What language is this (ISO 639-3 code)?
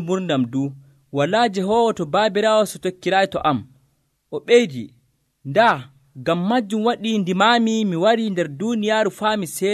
fuv